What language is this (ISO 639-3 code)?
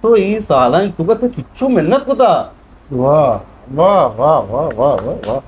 bgp